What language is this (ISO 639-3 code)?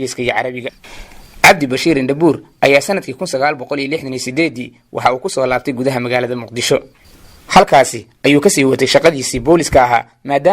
som